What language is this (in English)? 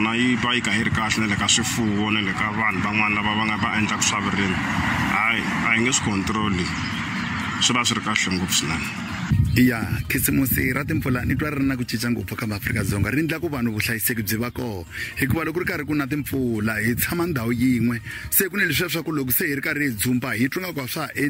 Tsonga